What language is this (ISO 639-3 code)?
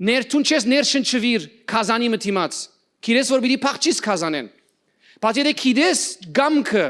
hyw